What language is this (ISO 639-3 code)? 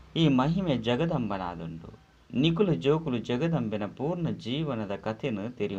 tcy